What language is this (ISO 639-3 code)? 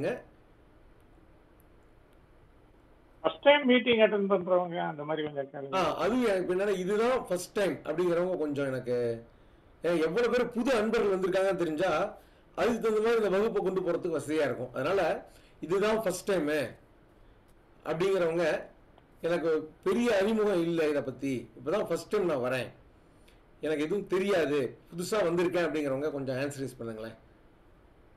tam